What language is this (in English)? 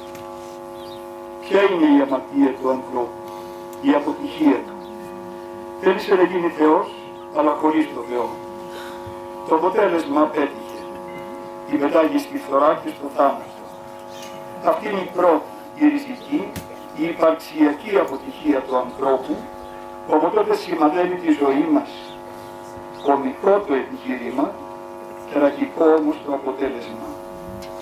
Greek